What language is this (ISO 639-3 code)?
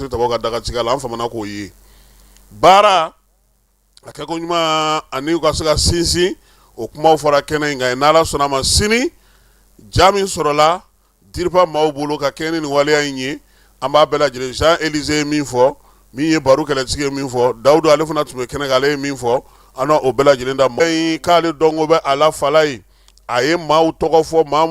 bam